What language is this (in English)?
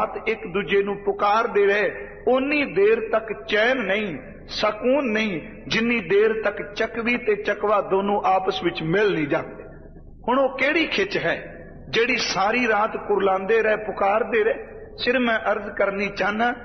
Punjabi